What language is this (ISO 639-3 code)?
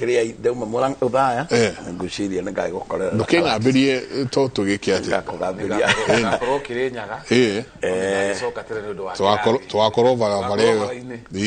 kik